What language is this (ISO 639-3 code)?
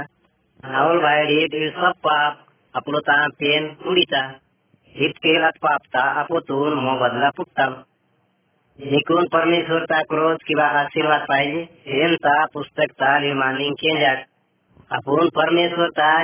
gon